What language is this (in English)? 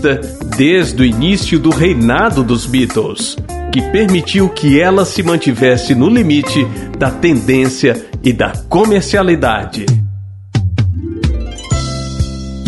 Portuguese